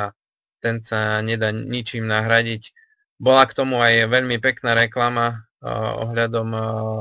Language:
Slovak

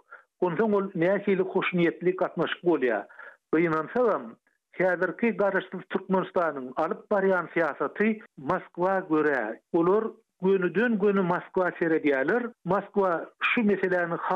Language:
Turkmen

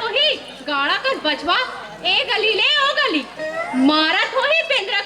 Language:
Chhattisgarhi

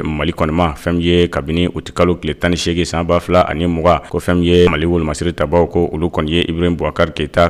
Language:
Bambara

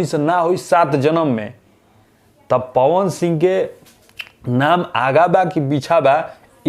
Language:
Bhojpuri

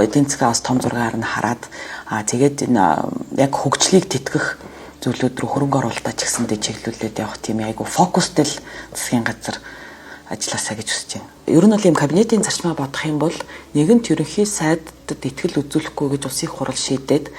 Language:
Mongolian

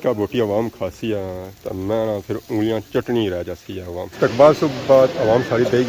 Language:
Pahari-Potwari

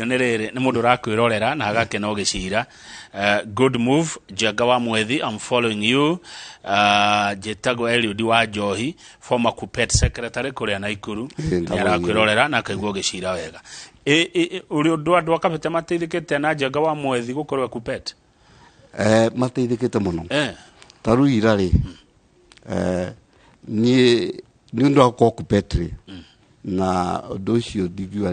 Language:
Kikuyu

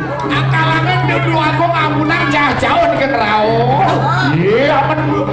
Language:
Balinese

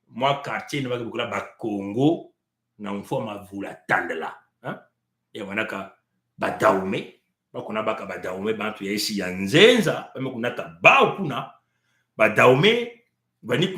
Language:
Kituba (Congo)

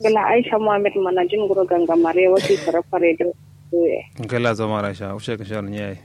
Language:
Kanuri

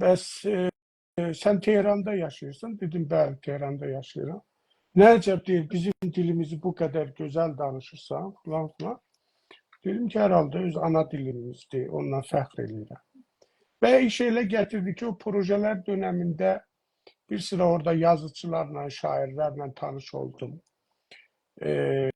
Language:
South Azerbaijani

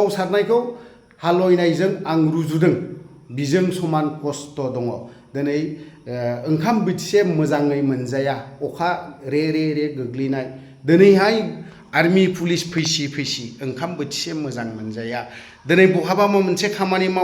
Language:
Bodo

